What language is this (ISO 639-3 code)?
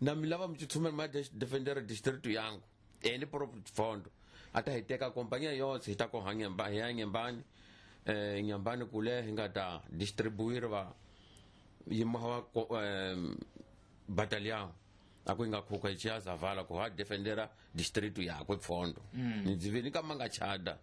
tso